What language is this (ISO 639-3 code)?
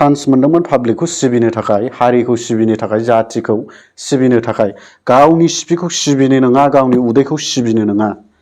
brx